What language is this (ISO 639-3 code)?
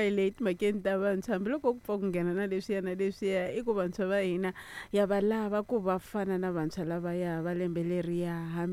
tso